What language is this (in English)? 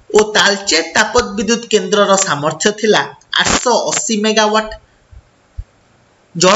Odia